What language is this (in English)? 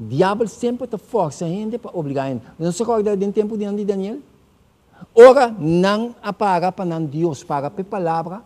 Papiamento